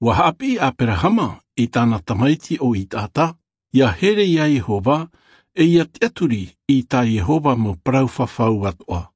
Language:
Tahitian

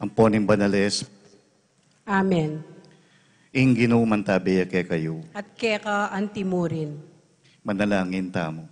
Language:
Pampanga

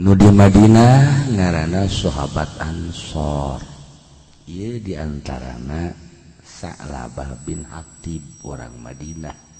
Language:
Sundanese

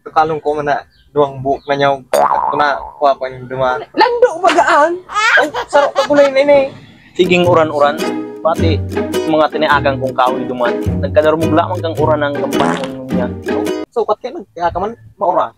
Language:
Bikol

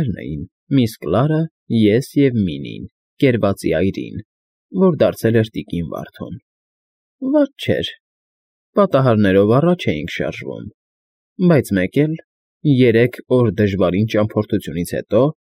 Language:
Armenian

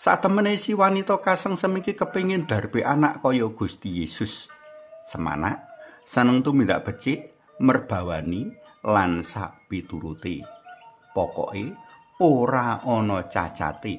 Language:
Javanese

